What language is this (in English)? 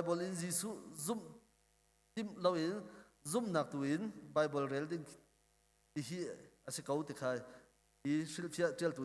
Hakha Chin